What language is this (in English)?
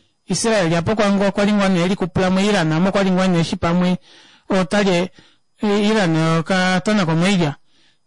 Kuanyama